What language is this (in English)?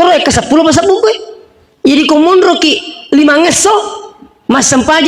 Buginese